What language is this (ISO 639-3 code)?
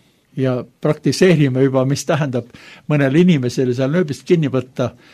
est